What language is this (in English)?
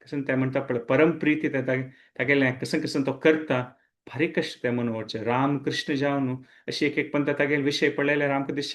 Konkani